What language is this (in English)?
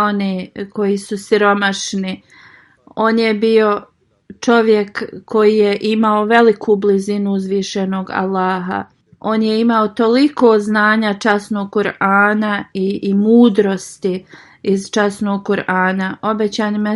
Bosnian